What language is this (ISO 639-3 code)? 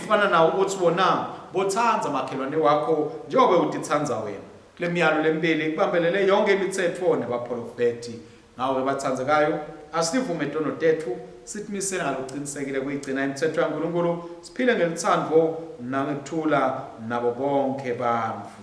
ssw